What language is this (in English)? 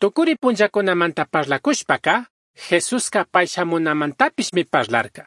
Chimborazo Highland Quichua